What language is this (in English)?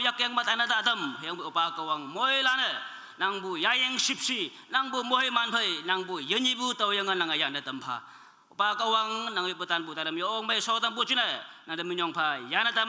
Naga Pidgin